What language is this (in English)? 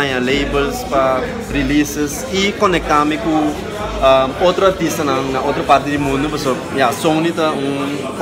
Papiamento